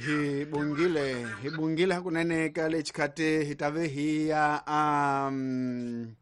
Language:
Tsonga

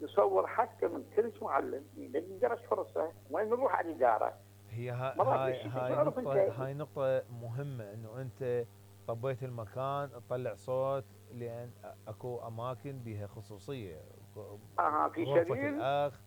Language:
Mesopotamian Arabic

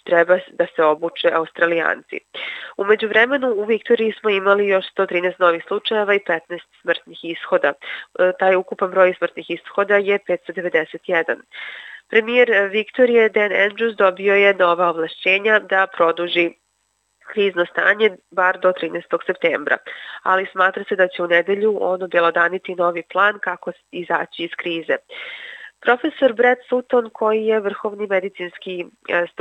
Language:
Serbian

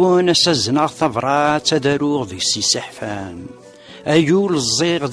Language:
Kabyle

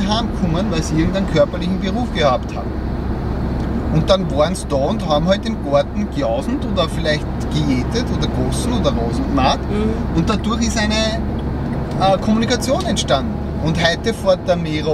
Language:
German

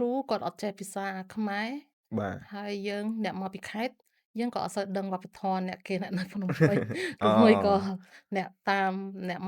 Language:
Khmer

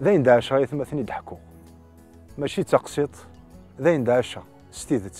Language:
Kabyle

